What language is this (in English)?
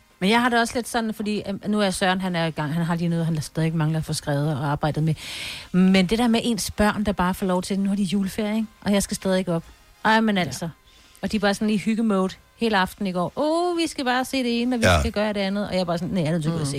Danish